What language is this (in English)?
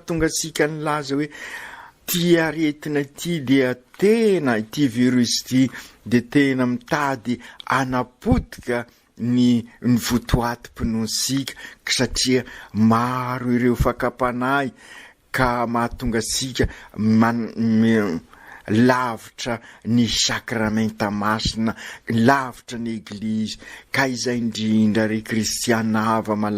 Malagasy